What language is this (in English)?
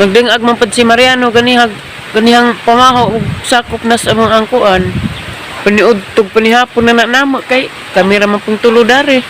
Cebuano